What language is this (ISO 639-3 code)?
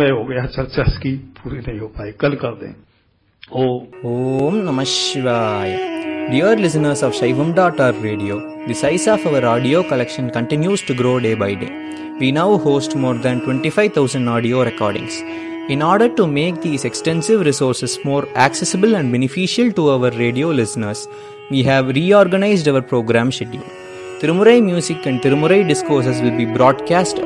hin